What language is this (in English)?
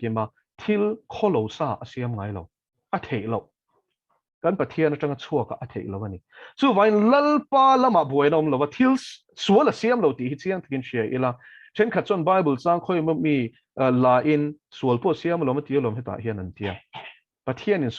Mizo